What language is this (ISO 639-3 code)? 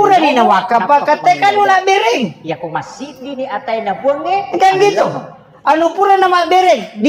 bug